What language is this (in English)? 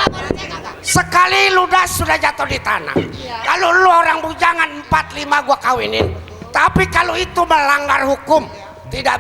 Betawi